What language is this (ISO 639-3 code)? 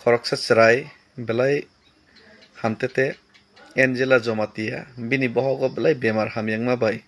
trp